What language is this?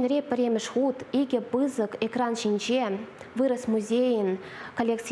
Chuvash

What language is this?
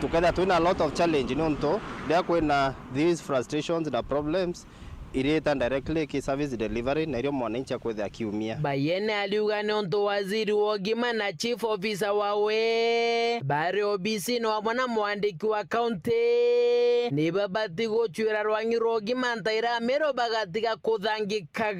Meru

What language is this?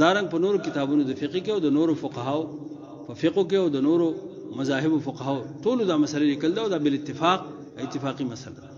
Pashto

